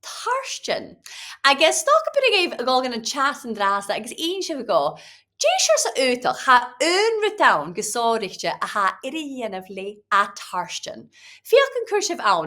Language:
Scottish Gaelic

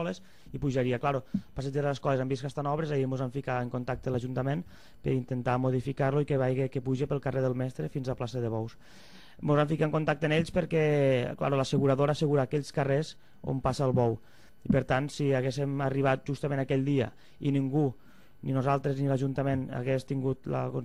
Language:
Catalan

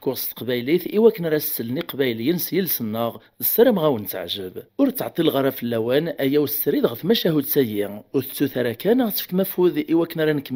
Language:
Kabyle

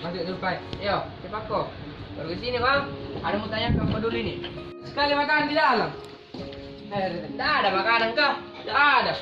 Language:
Makassar Malay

